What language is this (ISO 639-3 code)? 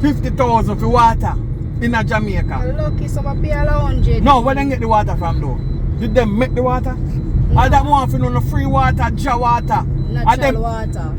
jam